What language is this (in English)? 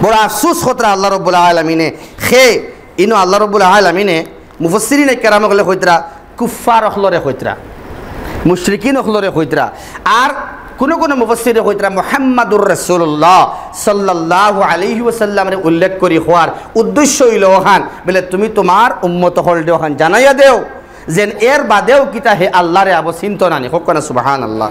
Sylheti